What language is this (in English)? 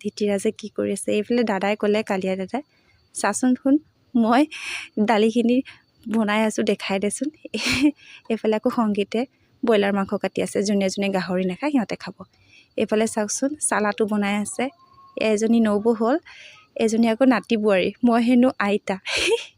Assamese